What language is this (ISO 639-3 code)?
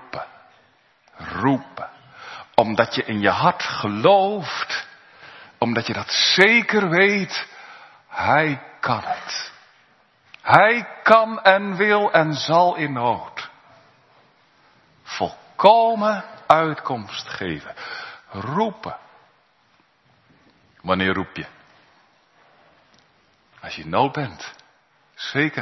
nld